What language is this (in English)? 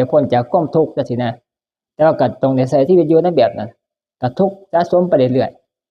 Northeastern Thai